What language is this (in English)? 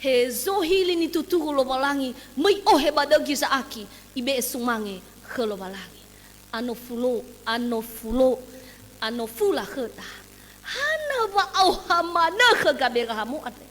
Nias